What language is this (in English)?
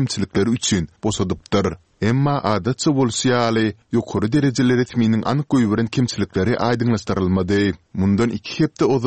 Turkmen